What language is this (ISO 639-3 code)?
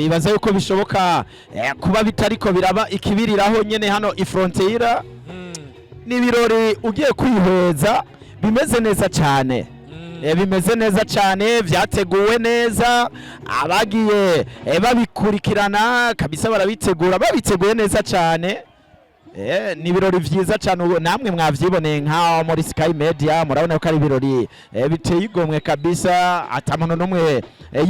run